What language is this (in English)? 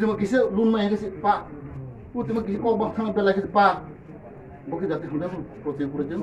Kok Borok